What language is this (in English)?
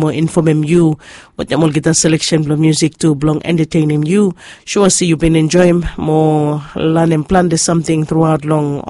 Bislama